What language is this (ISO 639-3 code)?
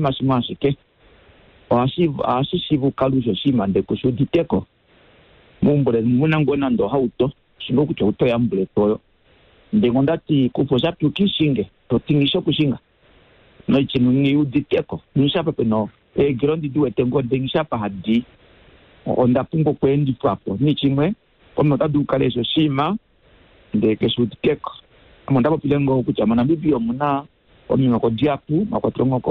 kua